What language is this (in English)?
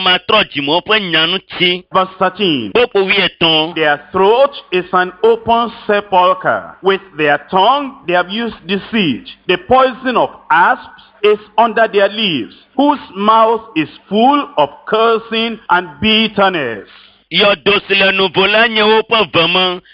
Ewe